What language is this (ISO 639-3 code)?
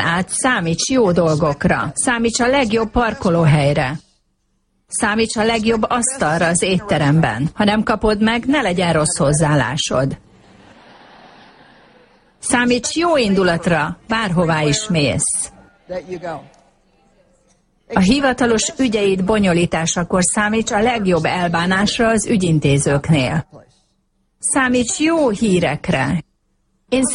hun